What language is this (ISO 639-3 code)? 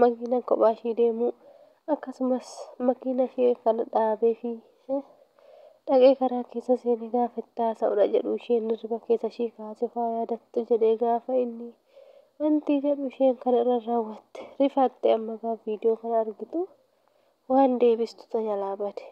orm